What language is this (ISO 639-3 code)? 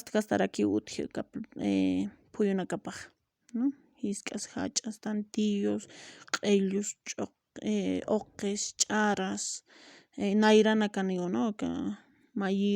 aym